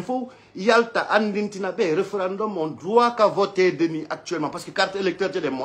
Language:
Fula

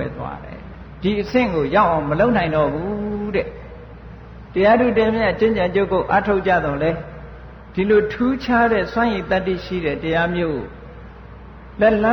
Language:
Burmese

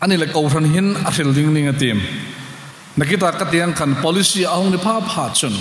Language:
Hmar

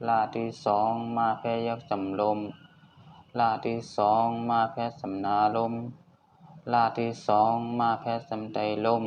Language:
Shan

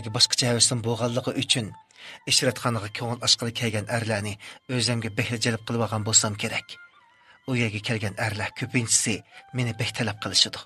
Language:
Uyghur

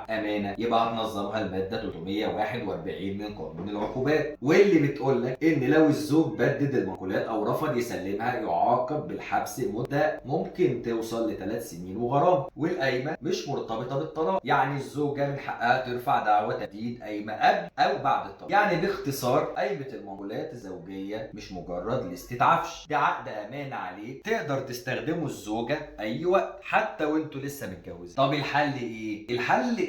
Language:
Egyptian Arabic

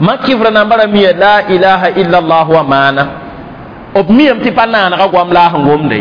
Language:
Mossi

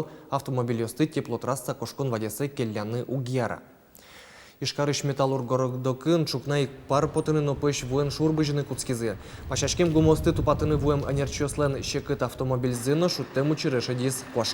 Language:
Udmurt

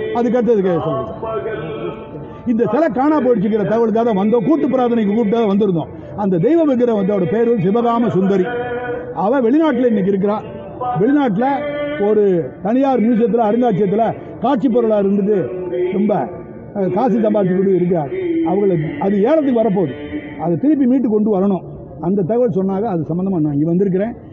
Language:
Tamil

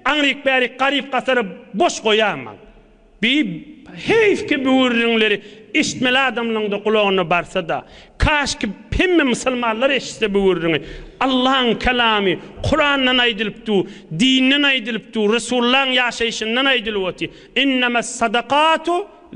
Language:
Turkmen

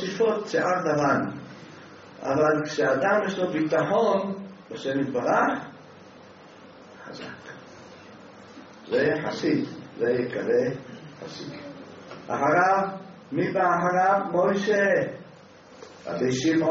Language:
Hebrew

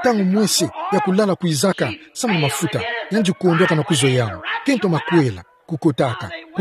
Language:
Kituba (Democratic Republic of Congo)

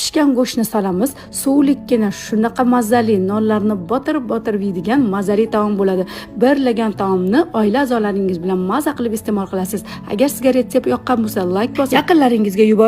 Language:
Uzbek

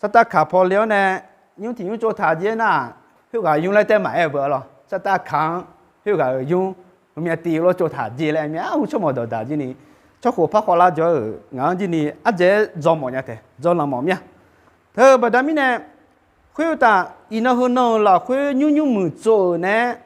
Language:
Akha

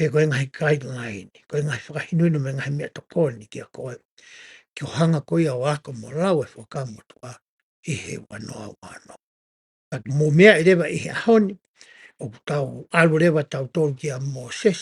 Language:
Tongan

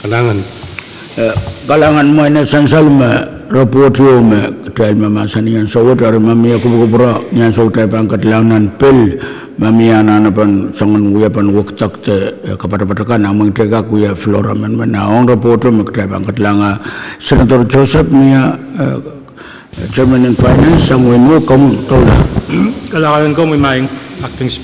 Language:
Pohnpeian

